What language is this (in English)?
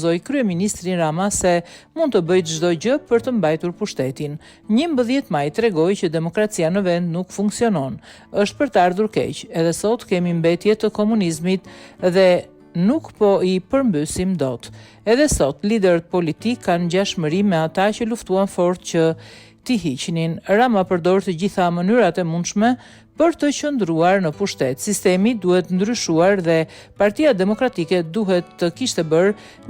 Albanian